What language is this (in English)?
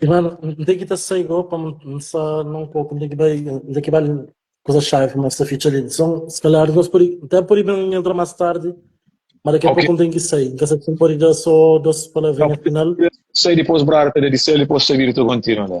Kabuverdianu